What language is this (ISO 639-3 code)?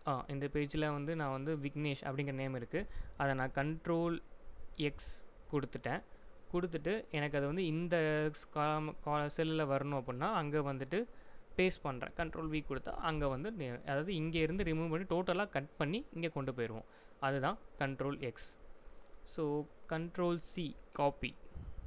tam